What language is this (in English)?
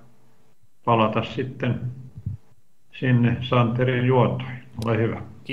Finnish